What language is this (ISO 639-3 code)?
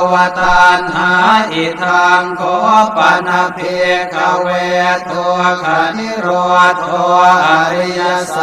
pli